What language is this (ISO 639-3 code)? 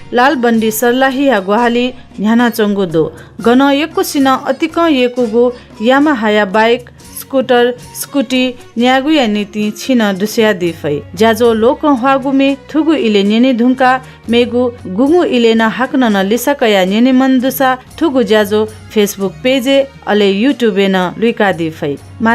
new